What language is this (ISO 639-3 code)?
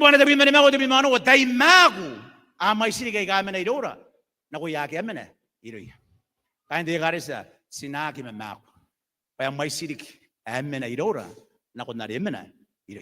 gil